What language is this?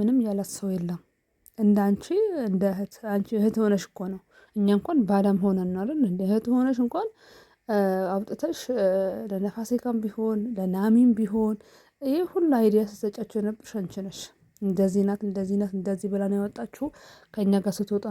Amharic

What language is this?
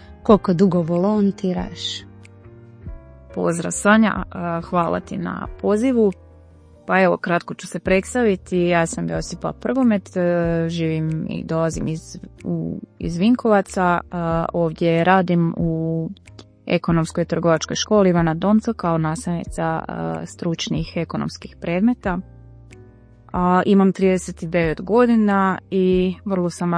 Croatian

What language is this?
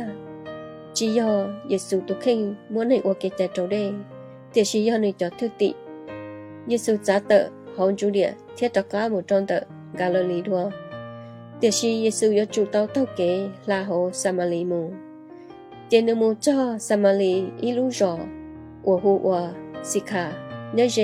Hmong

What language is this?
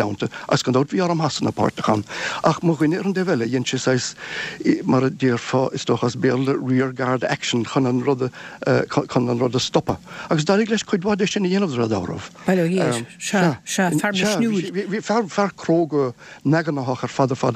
Irish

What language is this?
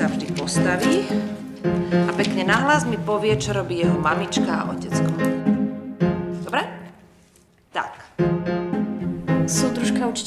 Slovak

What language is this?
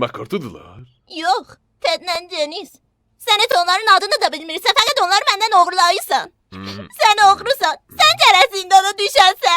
South Azerbaijani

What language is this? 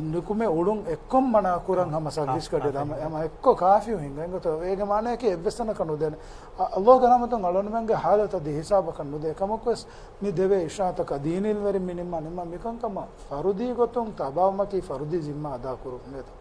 Divehi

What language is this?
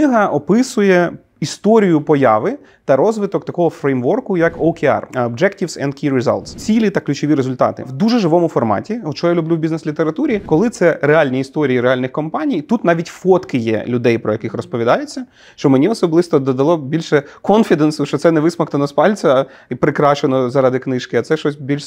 Ukrainian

